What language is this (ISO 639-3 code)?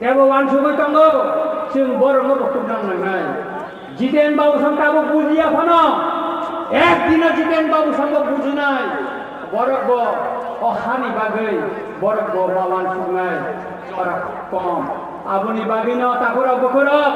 trp